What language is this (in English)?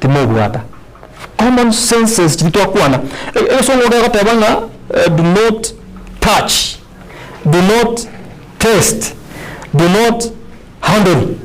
Gusii